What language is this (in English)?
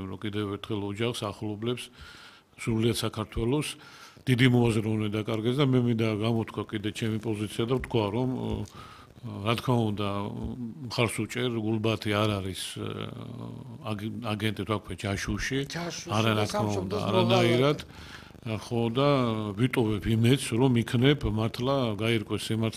Georgian